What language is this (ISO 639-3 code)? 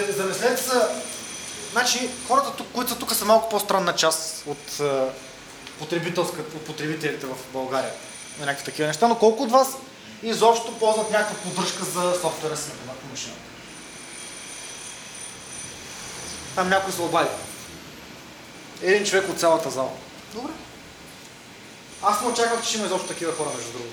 bul